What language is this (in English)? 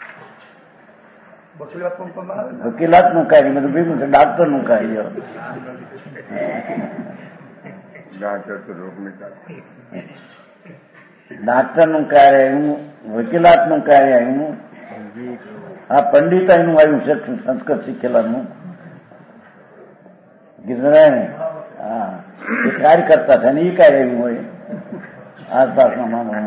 Gujarati